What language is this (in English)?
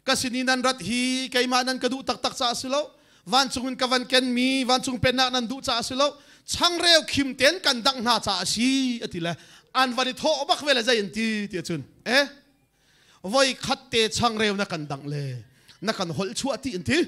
Hakha Chin